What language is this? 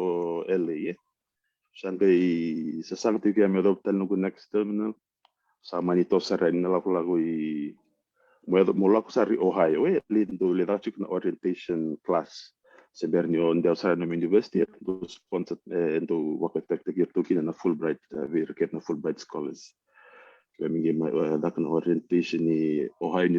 Fijian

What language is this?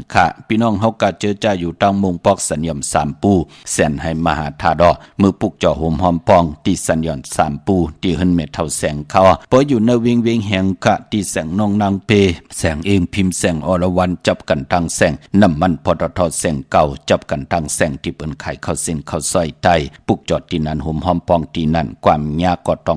Shan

